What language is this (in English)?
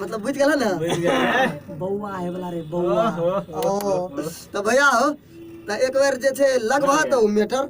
Maithili